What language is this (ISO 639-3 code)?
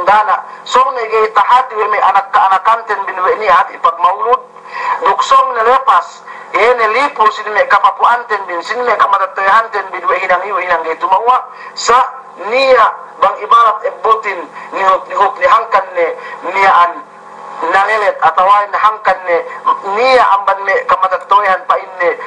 yka